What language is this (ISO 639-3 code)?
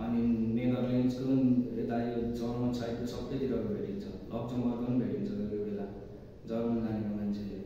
nep